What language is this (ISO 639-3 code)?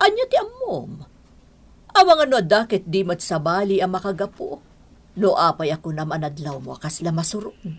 ilo